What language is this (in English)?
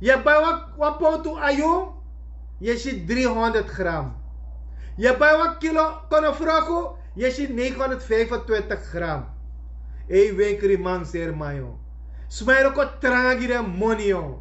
Sranan Tongo